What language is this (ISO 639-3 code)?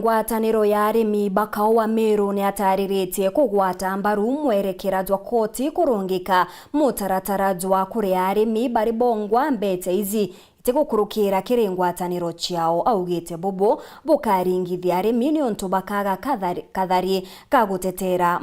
mer